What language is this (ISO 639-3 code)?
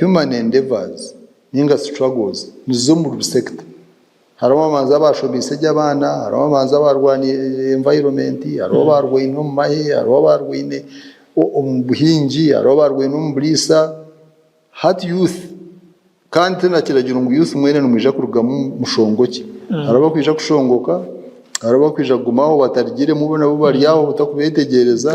nyn